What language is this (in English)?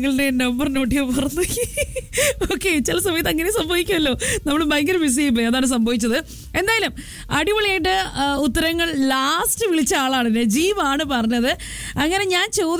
Malayalam